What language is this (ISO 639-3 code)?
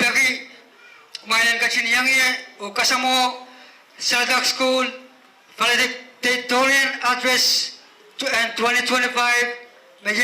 pon